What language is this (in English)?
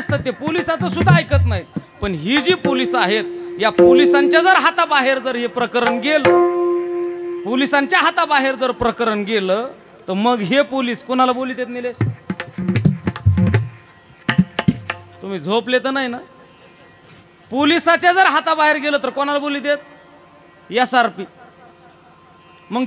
Marathi